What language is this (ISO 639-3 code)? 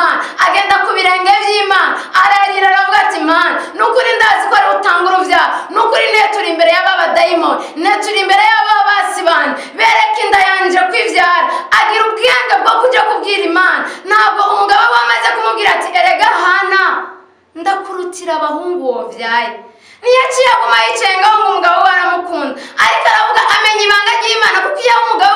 run